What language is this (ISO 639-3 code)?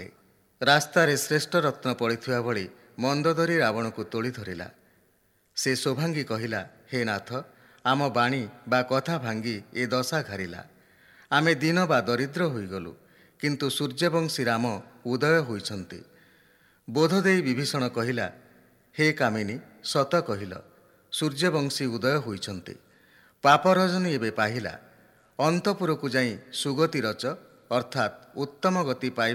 ori